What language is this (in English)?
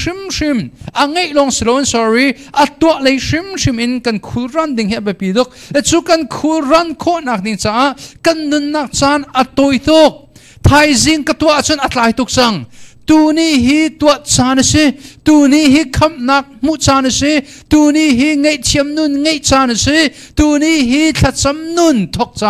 Hakha Chin